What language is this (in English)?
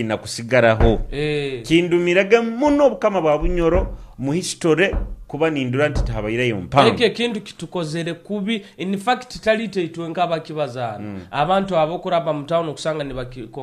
Nyoro